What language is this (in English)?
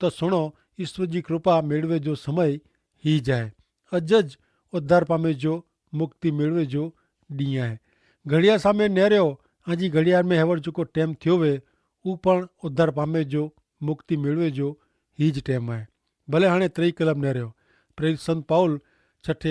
Kachhi